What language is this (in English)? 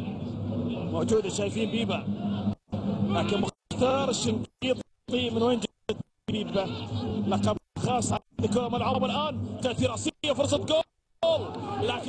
Arabic